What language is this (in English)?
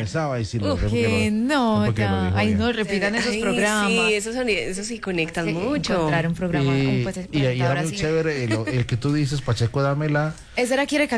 Spanish